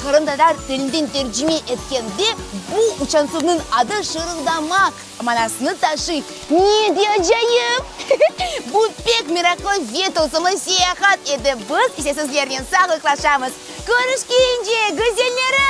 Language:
Crimean Tatar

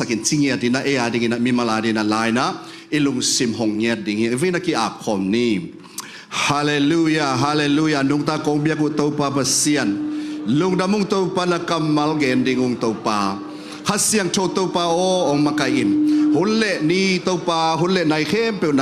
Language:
Tedim Chin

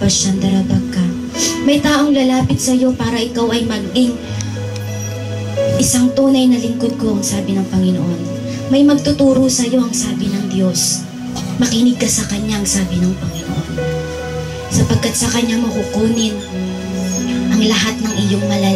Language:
Filipino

